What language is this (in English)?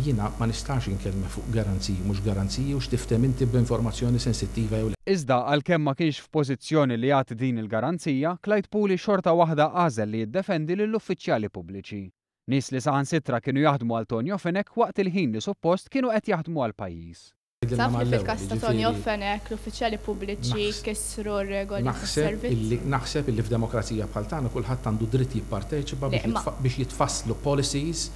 Maltese